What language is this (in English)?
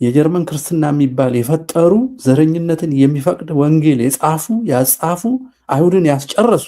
Amharic